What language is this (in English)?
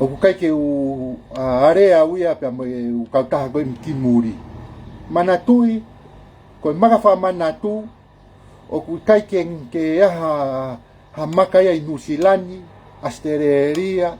Tongan